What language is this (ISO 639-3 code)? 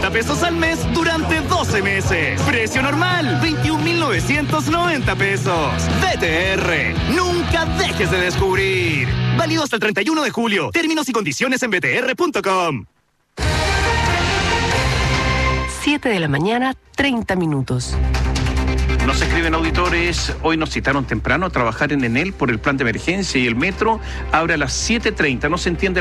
spa